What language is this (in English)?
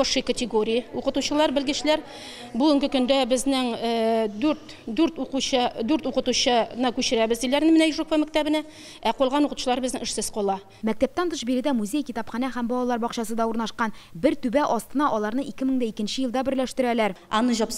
Tatar